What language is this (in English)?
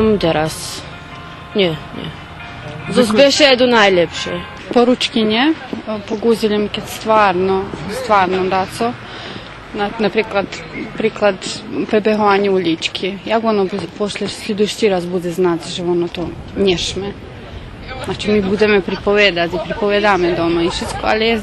Rusyn